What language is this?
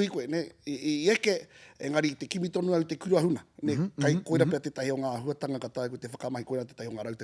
Māori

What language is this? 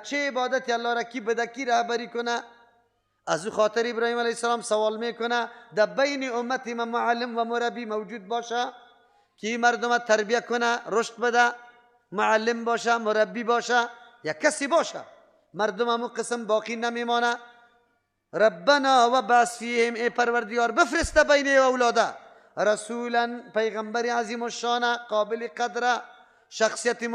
Persian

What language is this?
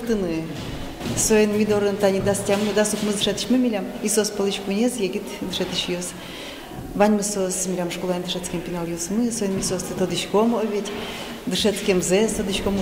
Udmurt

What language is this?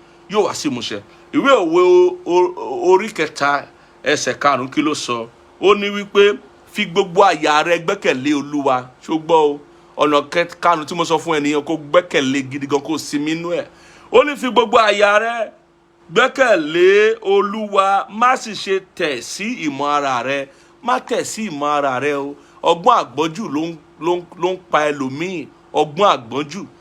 Yoruba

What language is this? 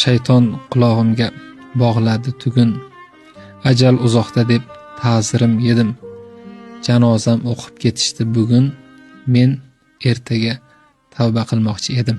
Uzbek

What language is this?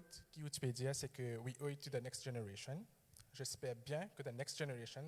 Morisyen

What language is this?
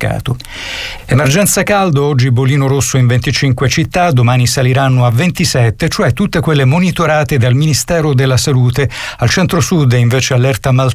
Italian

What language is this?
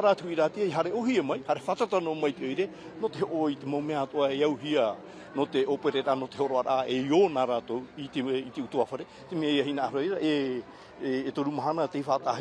Tahitian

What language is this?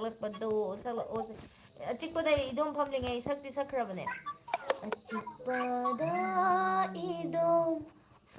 Manipuri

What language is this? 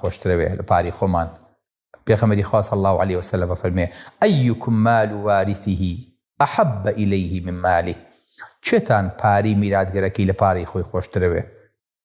Central Kurdish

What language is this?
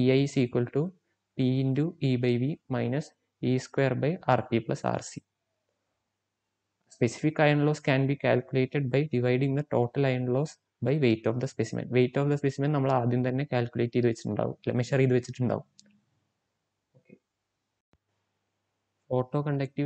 Malayalam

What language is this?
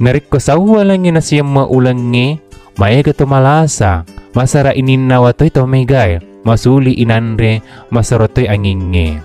Buginese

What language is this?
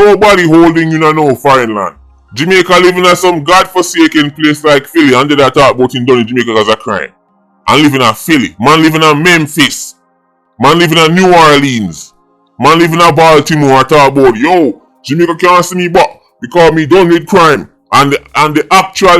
Jamaican Creole English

